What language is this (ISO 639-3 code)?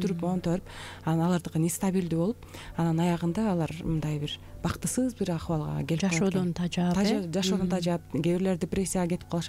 kir